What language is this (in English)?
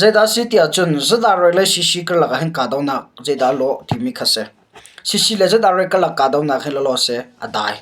Hakha Chin